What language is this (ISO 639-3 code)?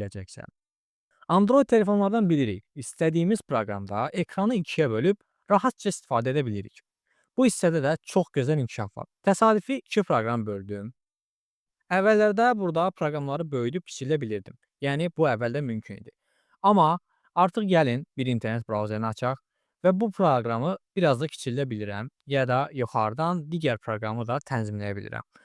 aze